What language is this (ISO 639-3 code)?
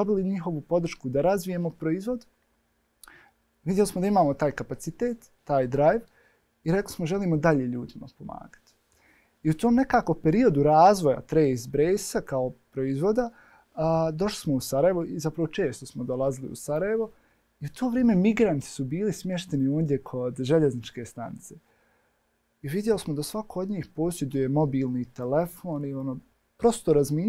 bos